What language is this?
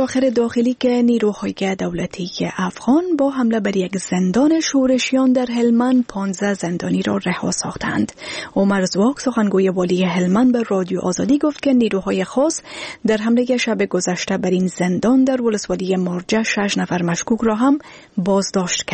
Persian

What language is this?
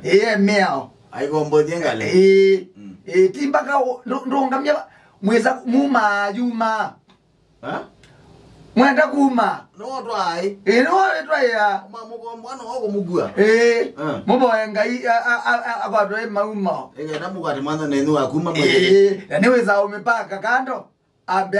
Kamba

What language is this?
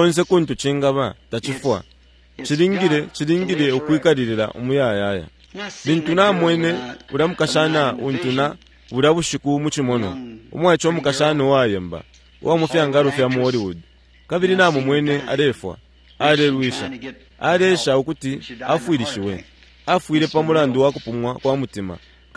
Bemba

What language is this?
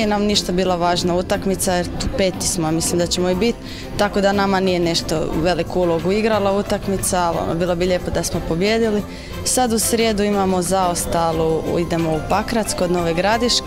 Croatian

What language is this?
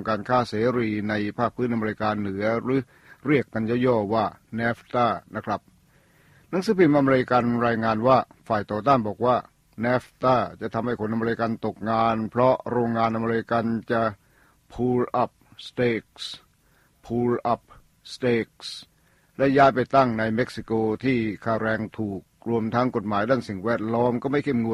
Thai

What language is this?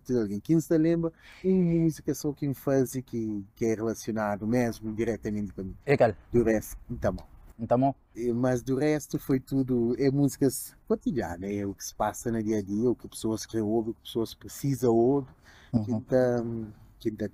Kabuverdianu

